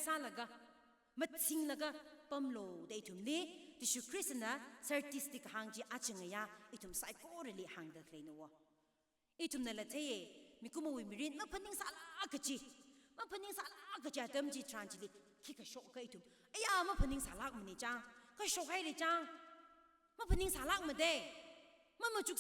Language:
Tangkhul Naga (India)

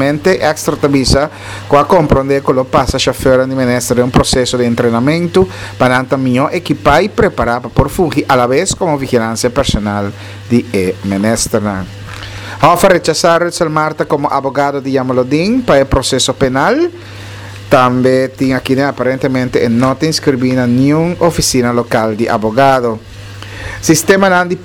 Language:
Papiamento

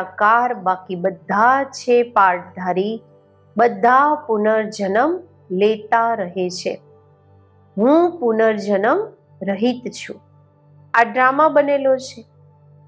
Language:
Gujarati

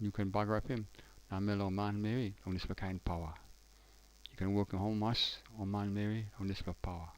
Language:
Tok Pisin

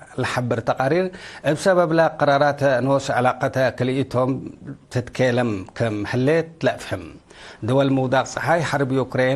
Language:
Tigre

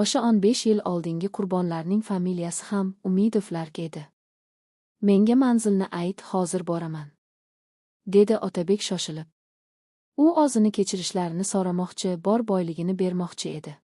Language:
Uzbek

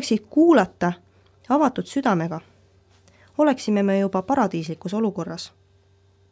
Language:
Estonian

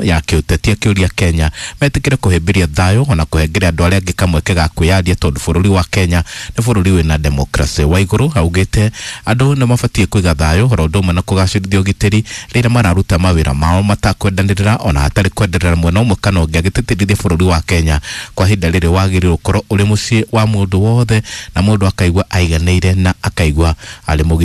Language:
Kikuyu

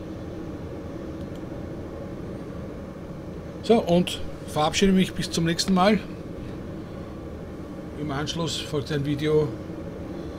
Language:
German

